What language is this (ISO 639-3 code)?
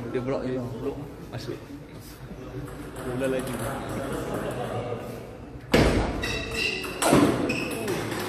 msa